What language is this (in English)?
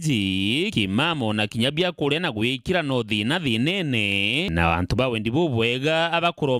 Meru